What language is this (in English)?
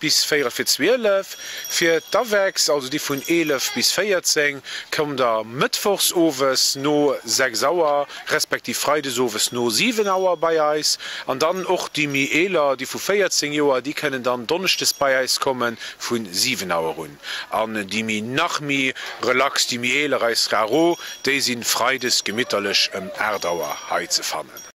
Luxembourgish